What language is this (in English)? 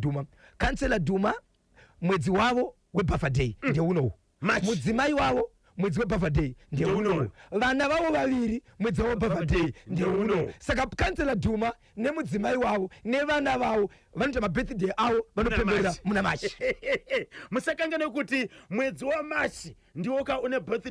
Shona